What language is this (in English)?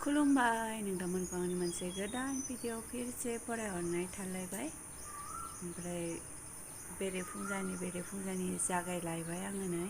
Bodo